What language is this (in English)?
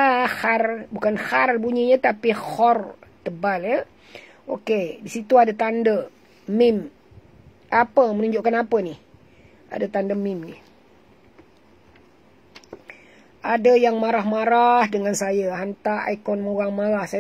Malay